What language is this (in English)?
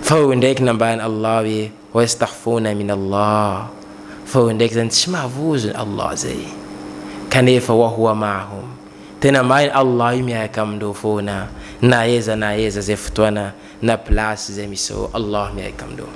Malagasy